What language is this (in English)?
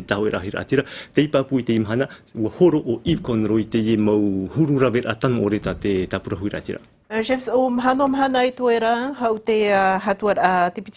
Tahitian